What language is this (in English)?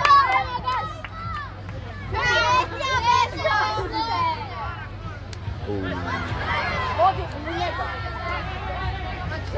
Croatian